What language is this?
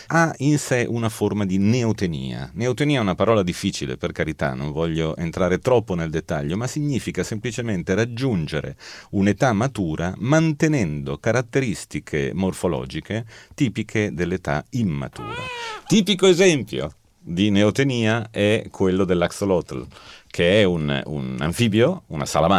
Italian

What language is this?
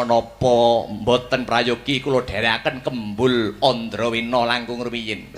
Javanese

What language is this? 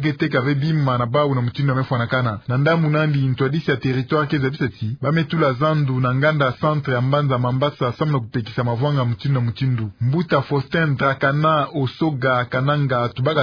Kituba (Democratic Republic of Congo)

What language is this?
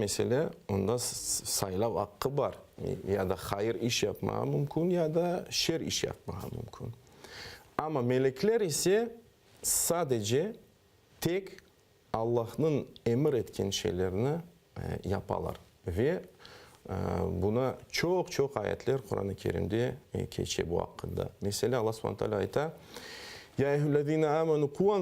Crimean Tatar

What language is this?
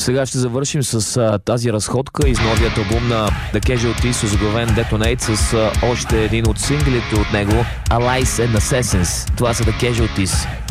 Bulgarian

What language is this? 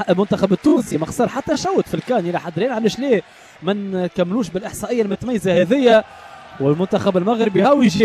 Tunisian Arabic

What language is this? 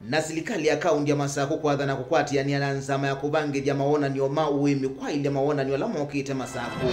Kamba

